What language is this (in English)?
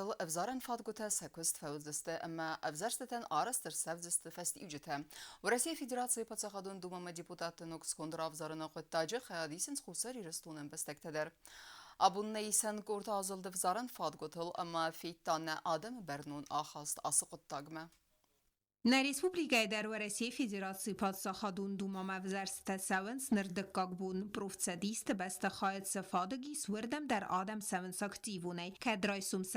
Ossetic